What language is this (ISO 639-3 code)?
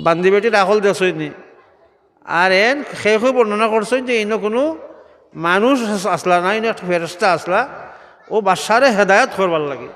syl